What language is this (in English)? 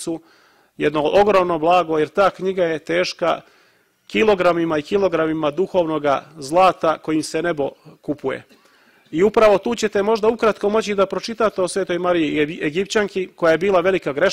Serbian